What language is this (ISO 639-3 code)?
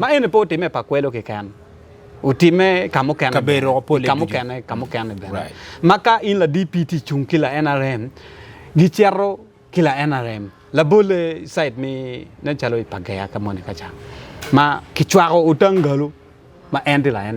ach